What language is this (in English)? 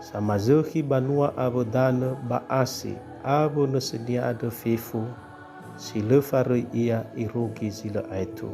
Nias